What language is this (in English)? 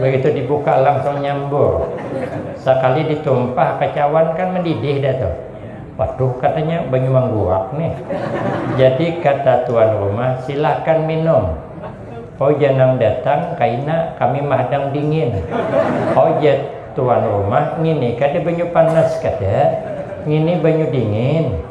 Banjar